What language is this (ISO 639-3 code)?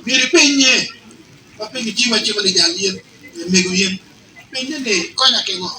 ach